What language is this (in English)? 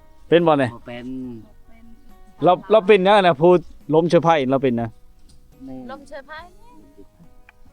Lao